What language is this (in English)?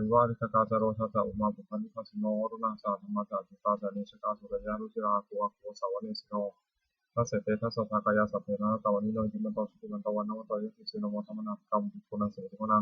Pali